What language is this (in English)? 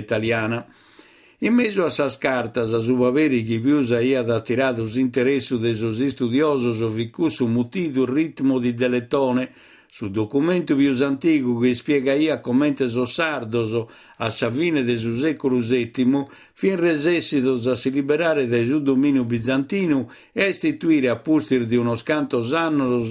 Sardinian